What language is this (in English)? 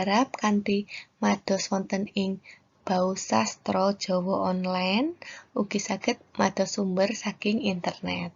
Javanese